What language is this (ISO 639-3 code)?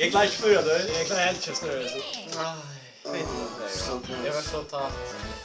fao